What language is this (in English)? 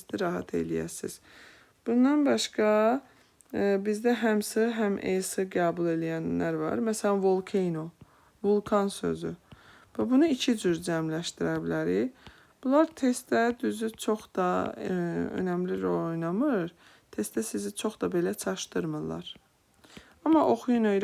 Azerbaijani